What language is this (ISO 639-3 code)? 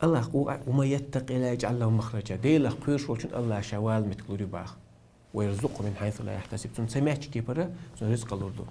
che